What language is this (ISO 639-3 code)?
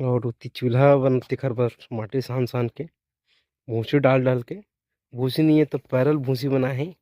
hne